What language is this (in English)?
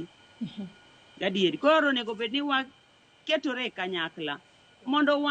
Luo (Kenya and Tanzania)